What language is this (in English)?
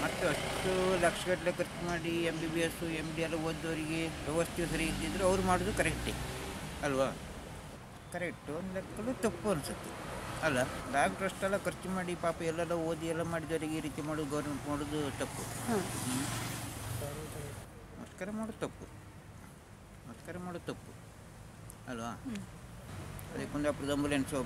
Kannada